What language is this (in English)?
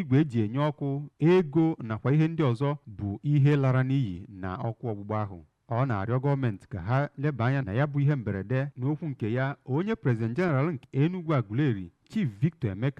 Igbo